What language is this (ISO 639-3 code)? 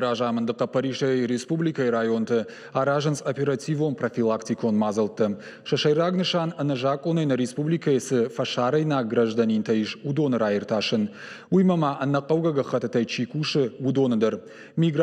oss